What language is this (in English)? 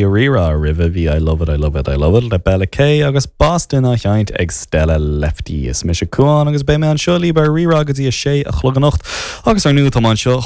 Irish